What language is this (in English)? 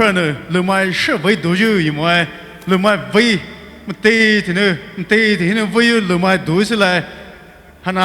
Poumei Naga